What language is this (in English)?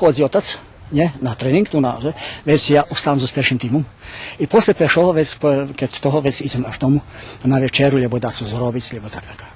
Rusyn